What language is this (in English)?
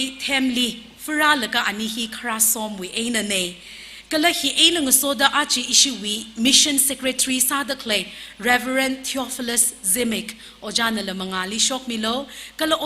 Tangkhul Naga (India)